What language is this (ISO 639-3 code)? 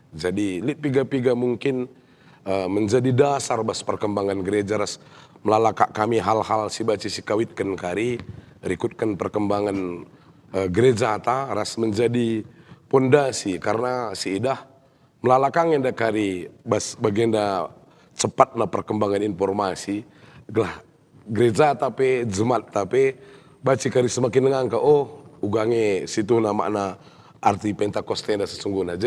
btx